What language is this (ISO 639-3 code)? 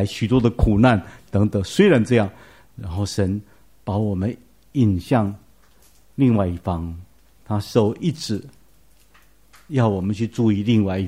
zho